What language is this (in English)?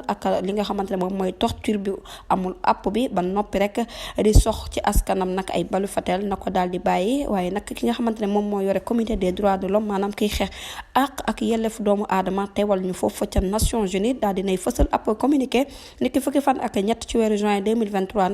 Wolof